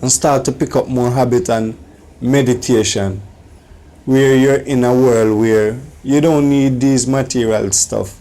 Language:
Jamaican Creole English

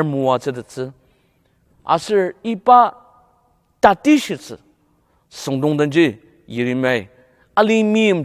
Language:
Ao Naga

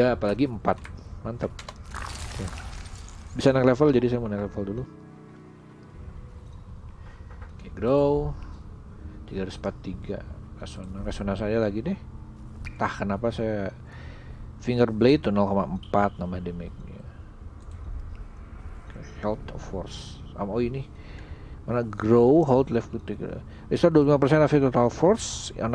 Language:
Indonesian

